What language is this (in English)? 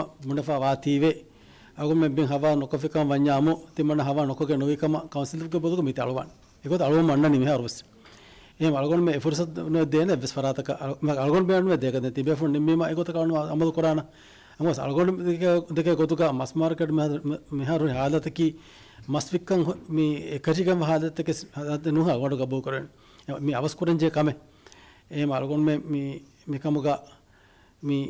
Divehi